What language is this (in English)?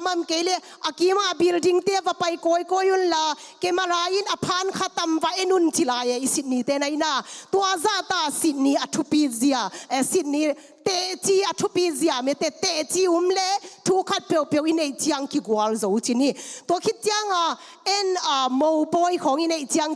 Tedim Chin